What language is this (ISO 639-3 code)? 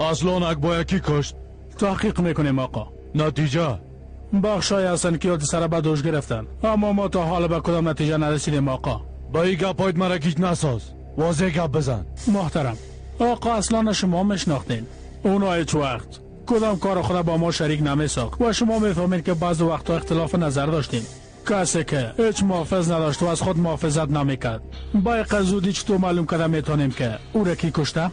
fas